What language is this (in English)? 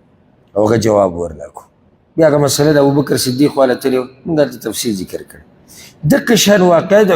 Pashto